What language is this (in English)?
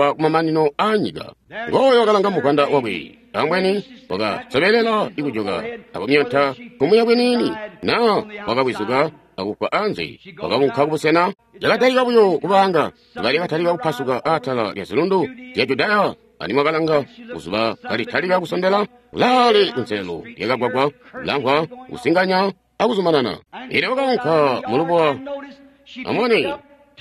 Tonga (Zambia)